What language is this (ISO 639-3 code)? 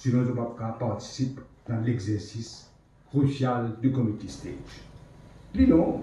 mfe